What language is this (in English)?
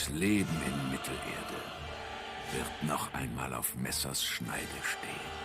Bavarian